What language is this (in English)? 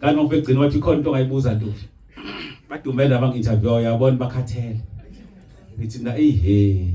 Zulu